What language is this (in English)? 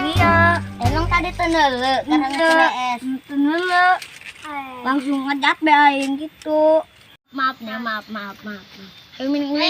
Sundanese